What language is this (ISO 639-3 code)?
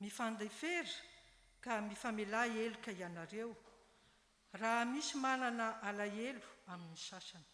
mlg